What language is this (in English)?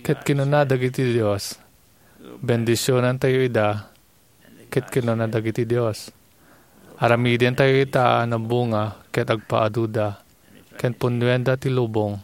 Iloko